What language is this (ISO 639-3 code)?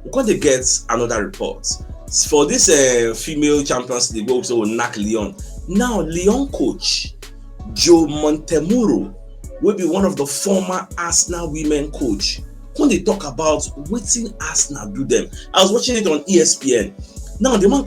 pcm